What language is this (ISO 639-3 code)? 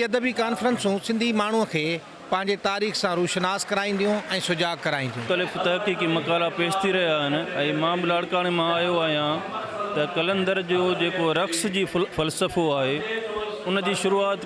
snd